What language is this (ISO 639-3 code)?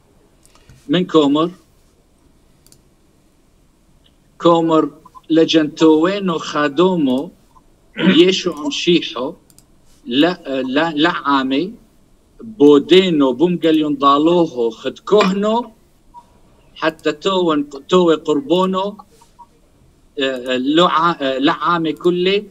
tru